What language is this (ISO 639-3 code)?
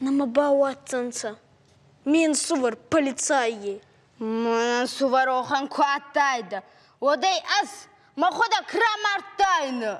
oss